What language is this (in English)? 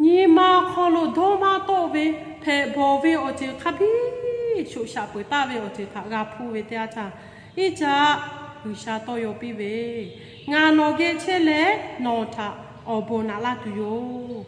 Lahu